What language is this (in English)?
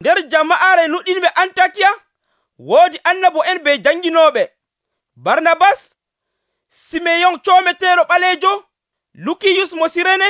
Nigerian Fulfulde